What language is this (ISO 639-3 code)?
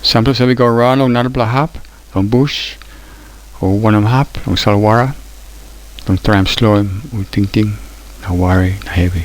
tpi